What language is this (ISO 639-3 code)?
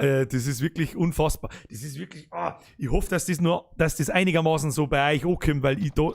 bar